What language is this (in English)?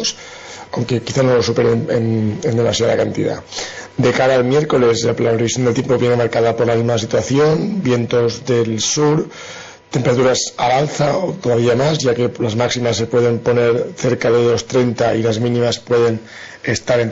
Spanish